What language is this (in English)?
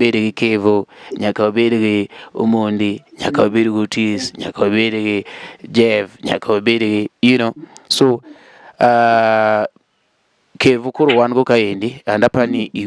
Luo (Kenya and Tanzania)